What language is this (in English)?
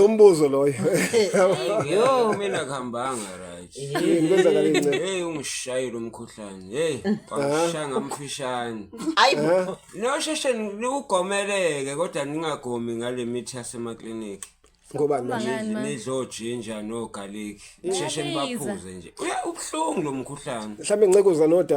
Zulu